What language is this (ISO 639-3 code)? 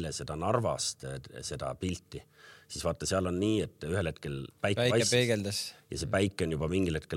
est